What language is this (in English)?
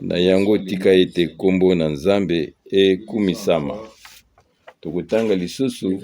Lingala